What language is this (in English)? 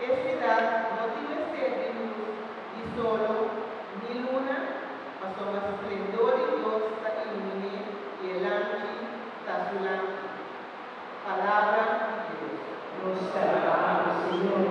Papiamento